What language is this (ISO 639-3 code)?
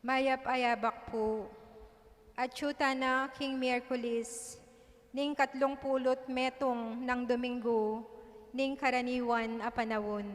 pam